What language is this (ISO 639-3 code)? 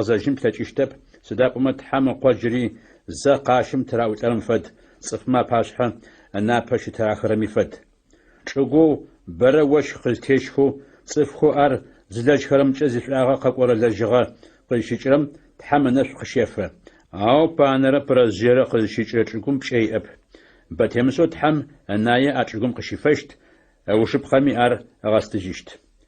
ady